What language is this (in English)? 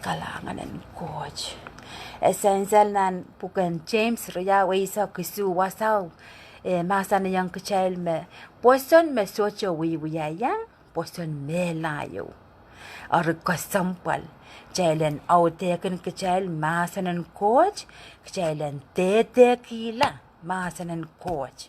Pohnpeian